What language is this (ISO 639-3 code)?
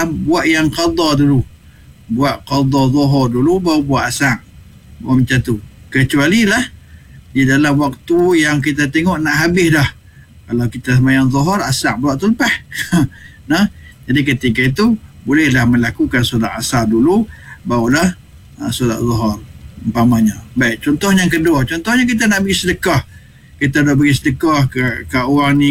msa